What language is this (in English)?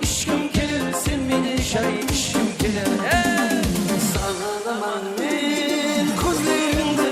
Kara-Kalpak